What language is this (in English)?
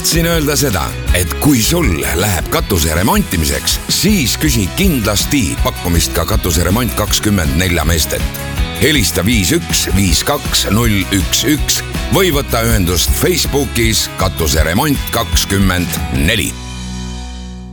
Estonian